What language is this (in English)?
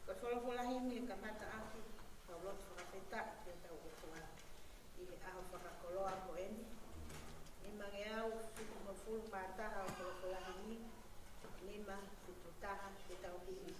Tongan